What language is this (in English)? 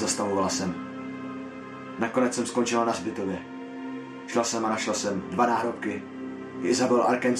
Czech